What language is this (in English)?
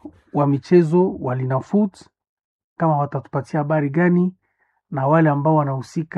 Swahili